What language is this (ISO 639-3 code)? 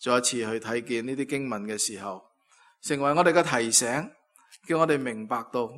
yue